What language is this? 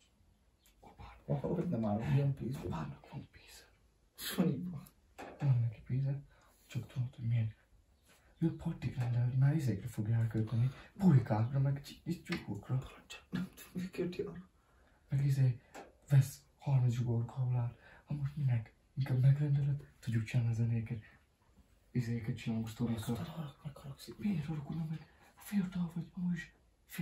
Hungarian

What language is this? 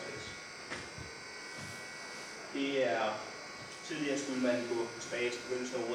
Danish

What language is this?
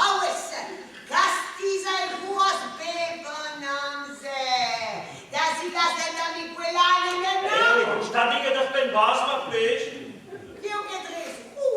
Breton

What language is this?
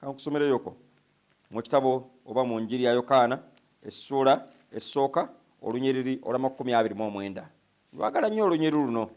Ganda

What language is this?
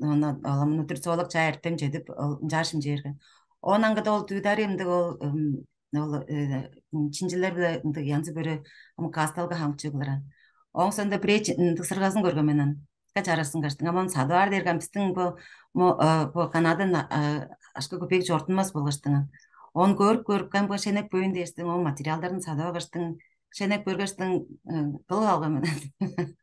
Tuvinian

